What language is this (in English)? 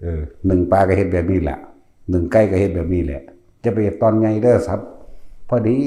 Northeastern Thai